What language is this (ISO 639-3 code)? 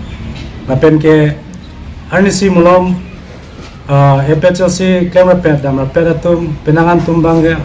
mjw